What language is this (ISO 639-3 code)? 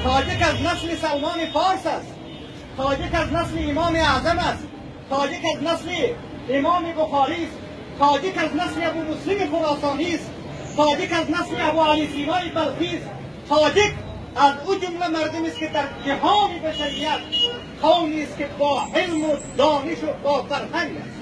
tgk